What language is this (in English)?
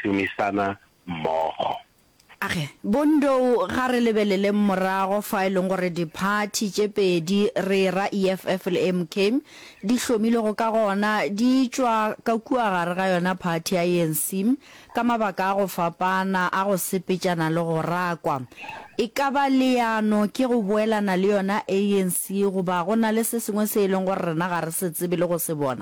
Northern Sotho